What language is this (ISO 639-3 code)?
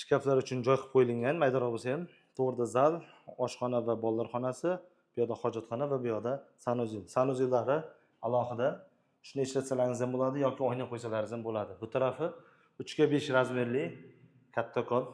uzb